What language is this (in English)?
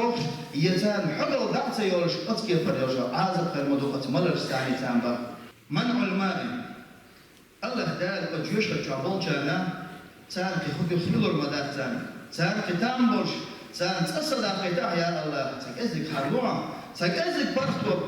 Chechen